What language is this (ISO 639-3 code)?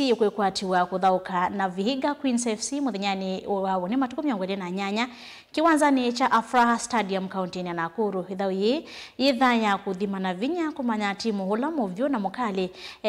kam